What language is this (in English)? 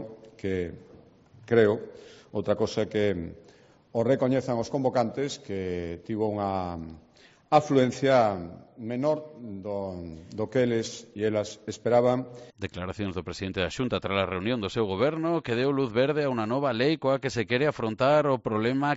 Galician